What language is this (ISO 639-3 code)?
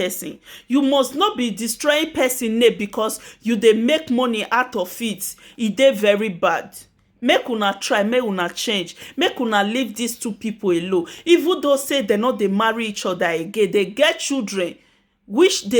pcm